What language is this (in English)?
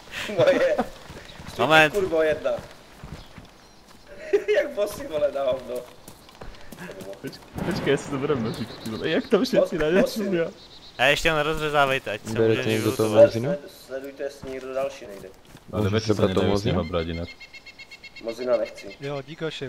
Czech